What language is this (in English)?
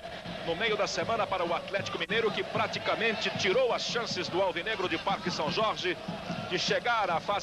Portuguese